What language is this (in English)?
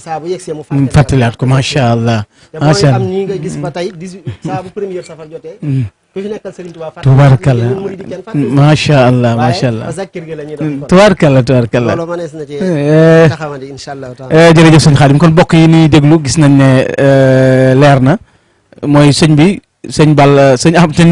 Wolof